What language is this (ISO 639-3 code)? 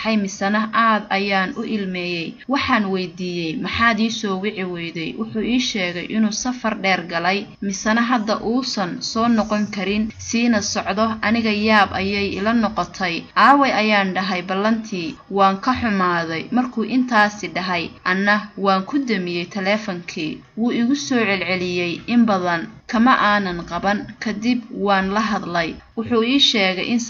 som